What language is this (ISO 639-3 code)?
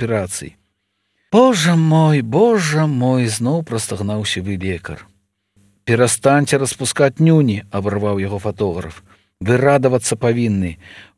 bel